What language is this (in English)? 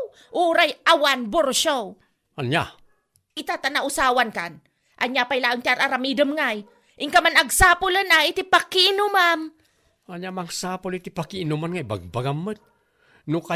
Iloko